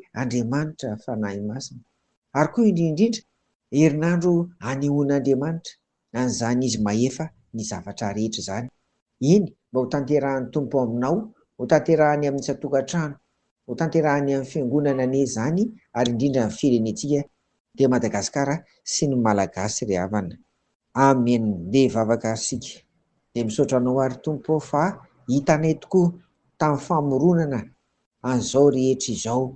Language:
Malagasy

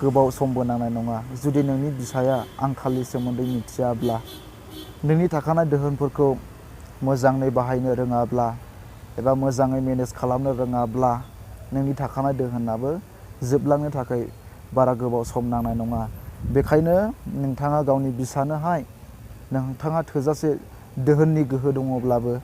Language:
Bodo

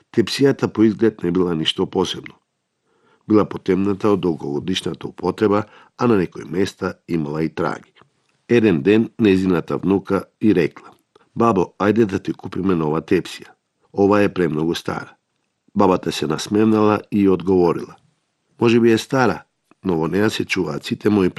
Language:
Macedonian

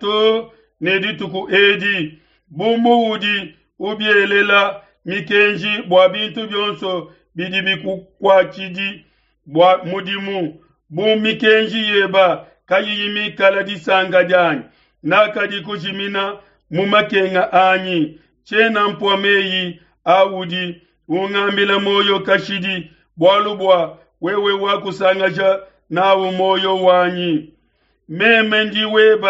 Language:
Luba-Lulua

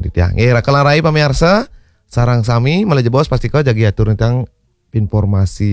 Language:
Balinese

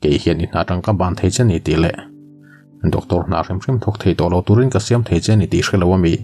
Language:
Mizo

